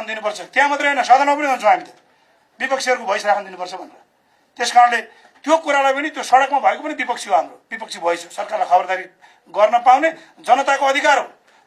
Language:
Nepali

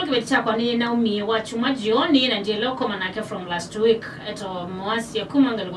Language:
Kamba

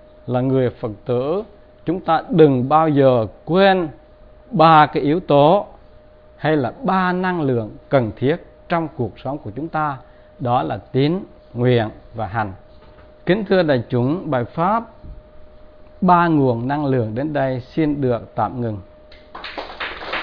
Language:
Vietnamese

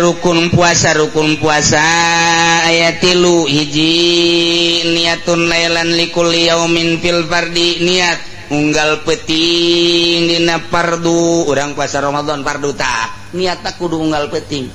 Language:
Sundanese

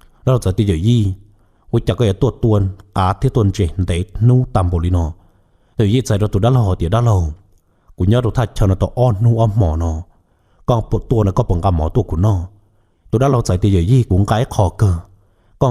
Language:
Hmong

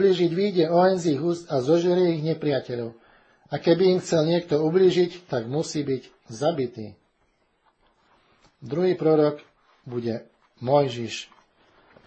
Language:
Slovak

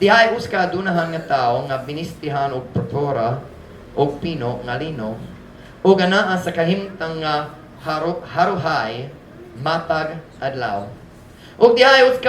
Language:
Cebuano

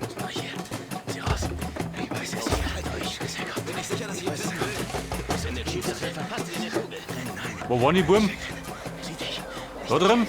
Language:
Bavarian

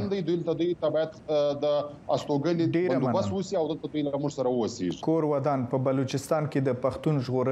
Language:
Pashto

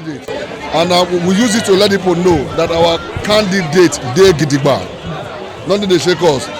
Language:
Nigerian Pidgin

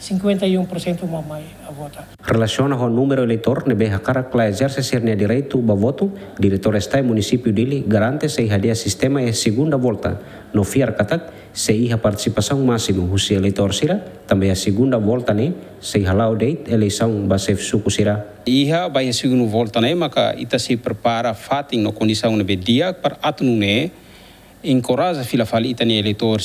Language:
Tetum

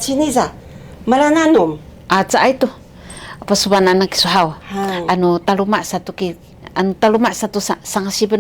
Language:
Sakizaya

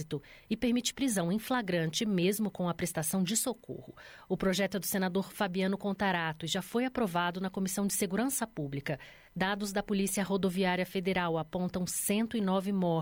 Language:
Portuguese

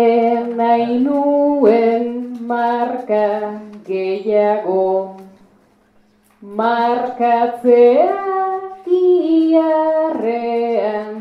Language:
Basque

